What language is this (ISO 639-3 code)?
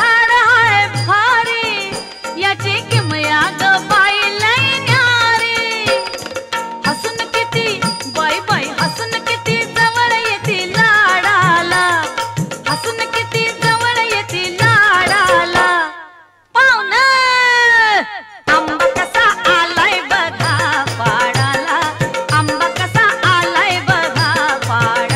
mar